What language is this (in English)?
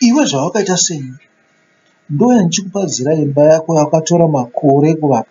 Shona